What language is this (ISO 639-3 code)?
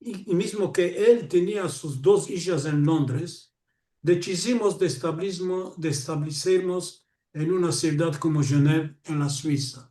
lad